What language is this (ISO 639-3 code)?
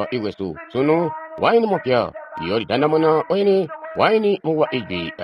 toi